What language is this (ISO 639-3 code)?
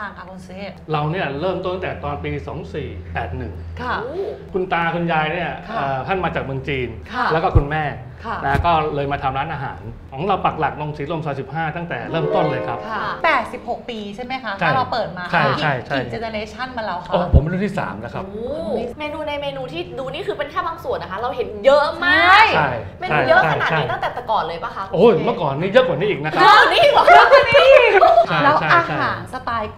tha